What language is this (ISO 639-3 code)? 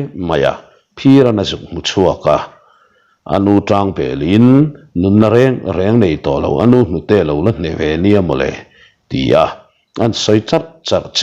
lus